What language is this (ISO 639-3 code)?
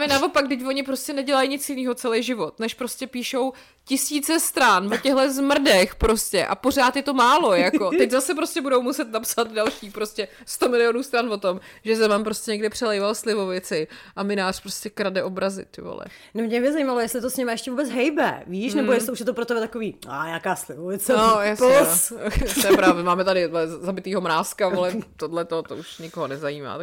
ces